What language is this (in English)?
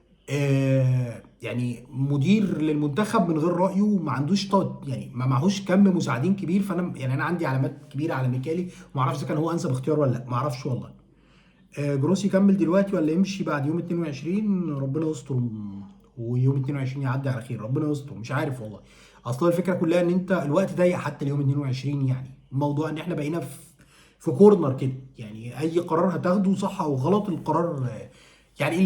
Egyptian Arabic